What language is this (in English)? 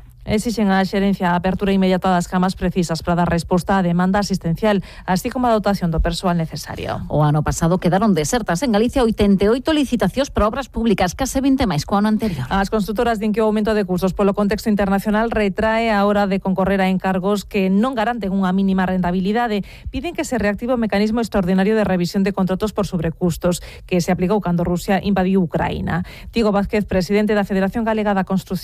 Galician